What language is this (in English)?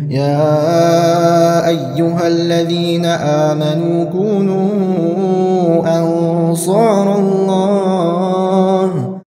Ingush